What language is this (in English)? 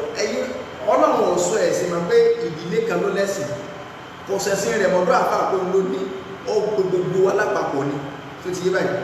Yoruba